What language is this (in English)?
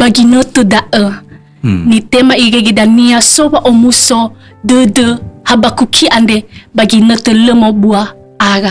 Nias